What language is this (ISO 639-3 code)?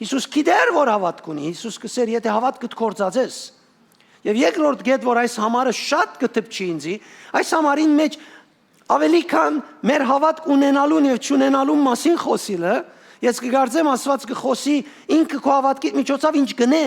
hyw